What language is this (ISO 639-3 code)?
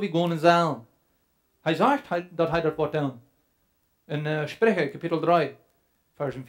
pdt